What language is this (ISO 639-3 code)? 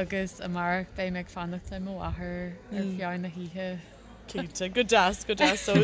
gle